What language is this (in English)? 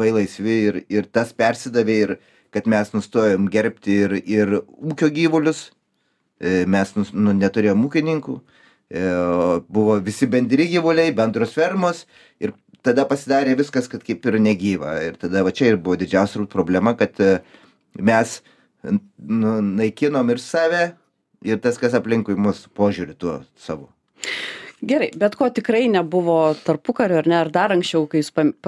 Lithuanian